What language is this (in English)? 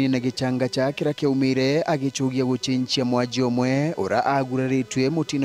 Meru